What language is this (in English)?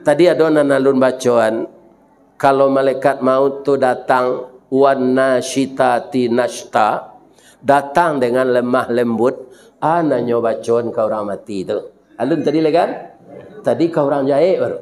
Minangkabau